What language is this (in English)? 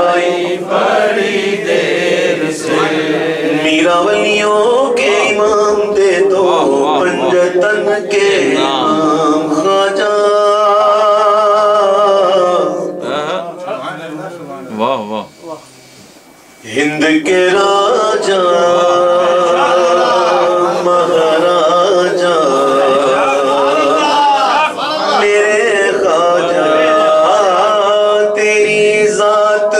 Urdu